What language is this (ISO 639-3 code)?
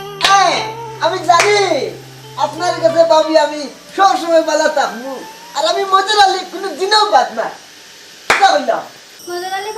syl